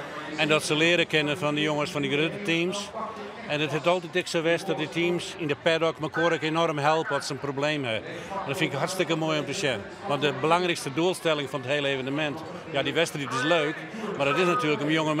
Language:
Western Frisian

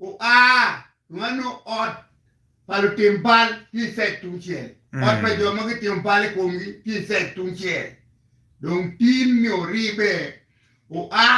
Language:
Acoli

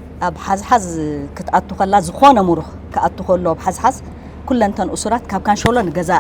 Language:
Tigrinya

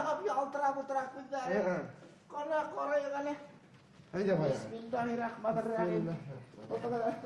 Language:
Bashkir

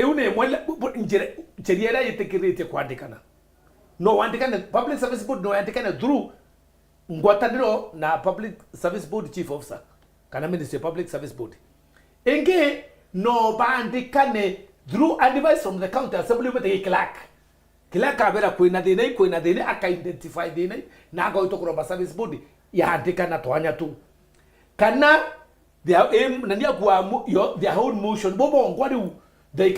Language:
Meru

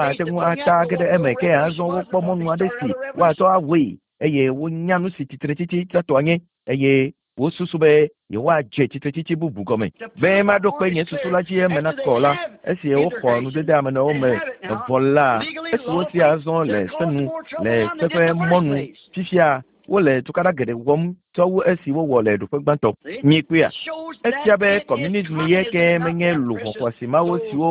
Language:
Ewe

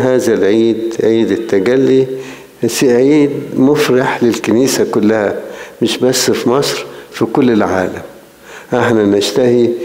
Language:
Egyptian Arabic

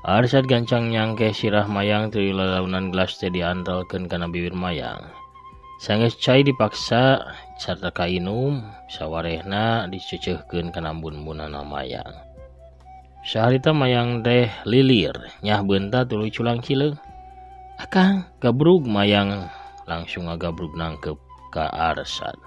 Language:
Sundanese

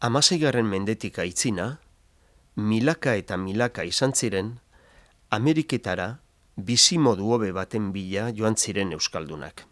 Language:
Basque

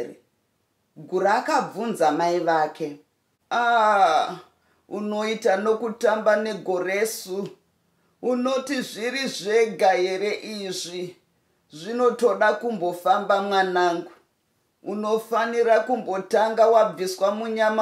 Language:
Shona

